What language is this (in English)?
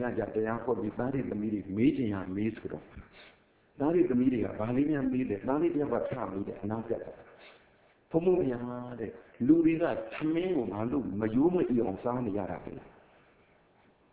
Burmese